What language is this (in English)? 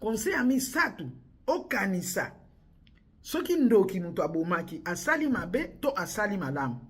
Lingala